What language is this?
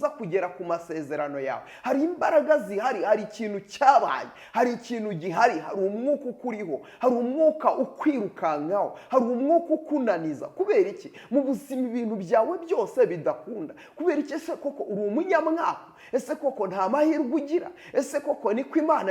Kinyarwanda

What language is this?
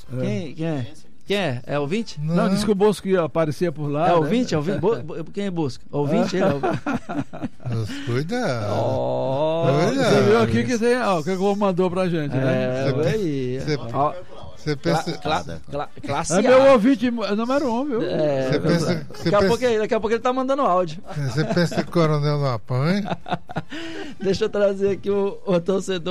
Portuguese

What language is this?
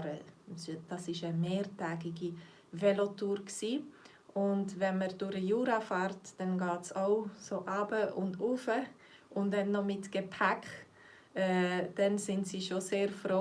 Swiss German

